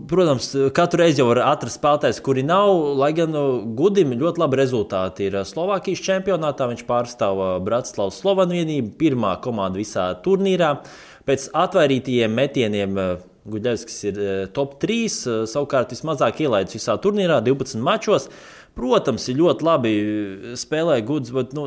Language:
Latvian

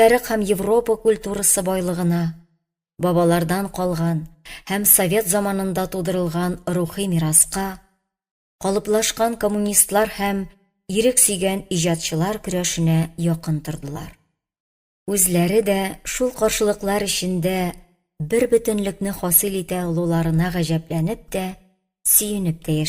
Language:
Tatar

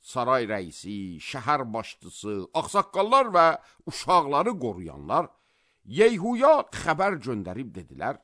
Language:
Azerbaijani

